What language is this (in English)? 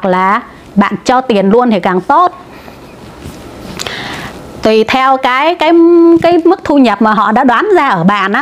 Vietnamese